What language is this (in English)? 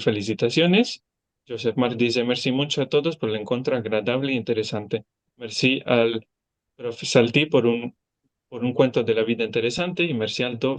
Ladino